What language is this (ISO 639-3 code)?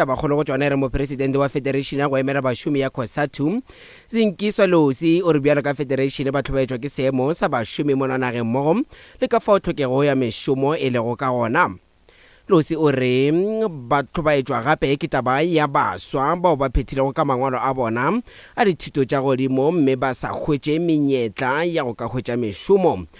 nso